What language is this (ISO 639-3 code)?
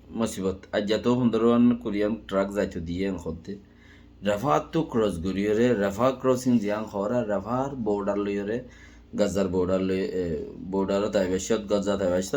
rhg